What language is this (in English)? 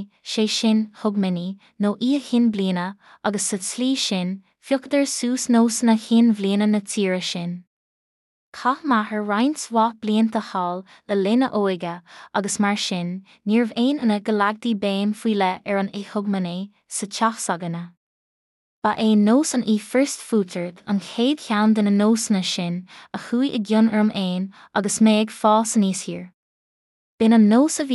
Irish